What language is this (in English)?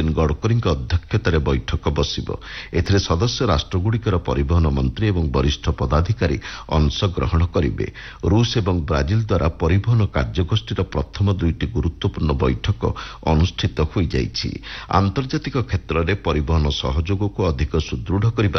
Odia